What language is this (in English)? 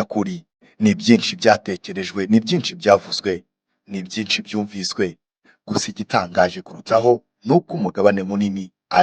Kinyarwanda